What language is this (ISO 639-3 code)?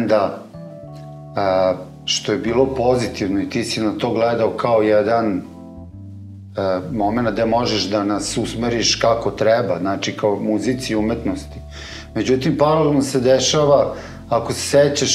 srp